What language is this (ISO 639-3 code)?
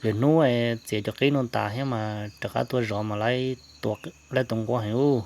hmn